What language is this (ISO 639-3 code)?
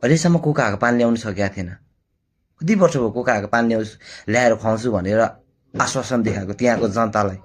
nep